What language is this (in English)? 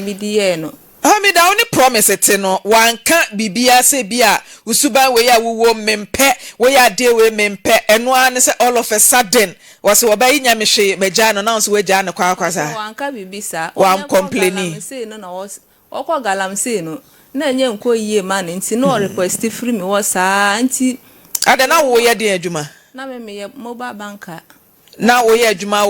Akan